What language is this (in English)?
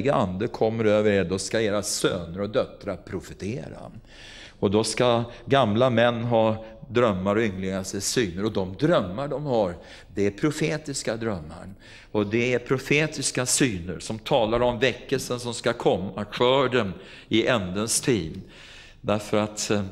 Swedish